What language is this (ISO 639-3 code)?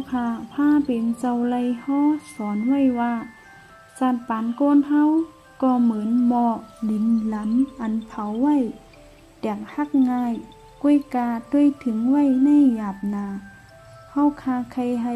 shn